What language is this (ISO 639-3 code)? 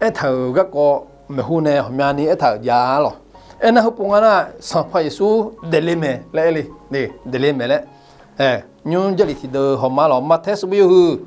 ahk